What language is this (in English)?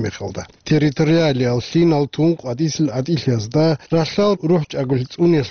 Avaric